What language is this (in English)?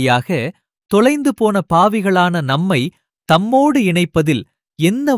Tamil